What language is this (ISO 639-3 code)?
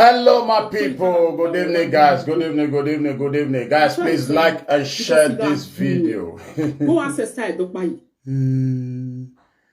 pcm